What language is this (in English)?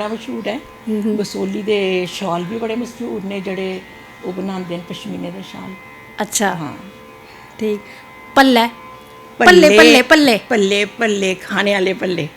Dogri